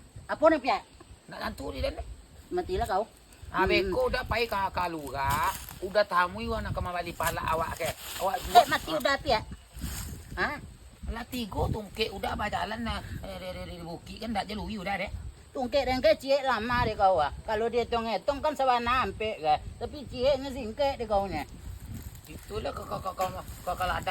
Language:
Minangkabau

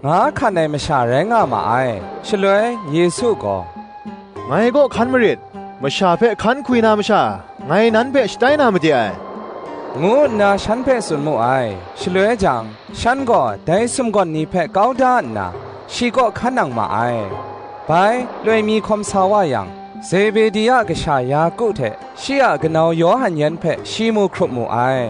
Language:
Kachin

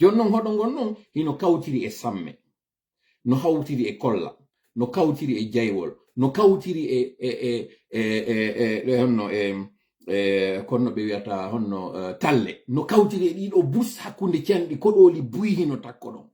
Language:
Fula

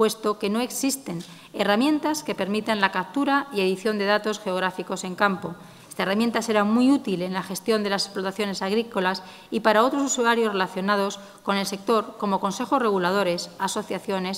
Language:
Spanish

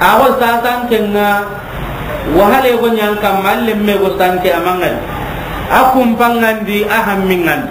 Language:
Soninke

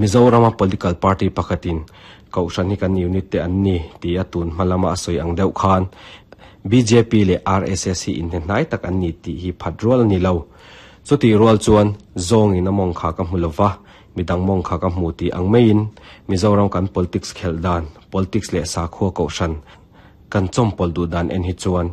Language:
Mizo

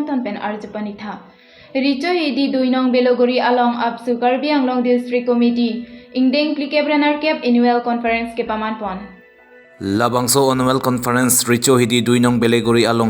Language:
Karbi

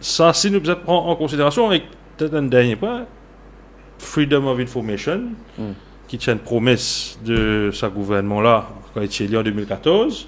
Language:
Morisyen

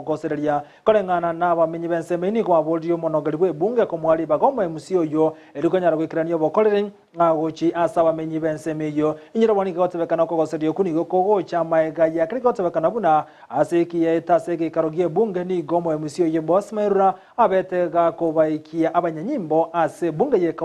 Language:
Gusii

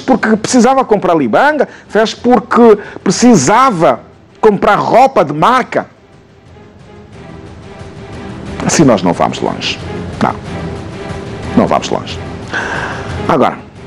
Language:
Portuguese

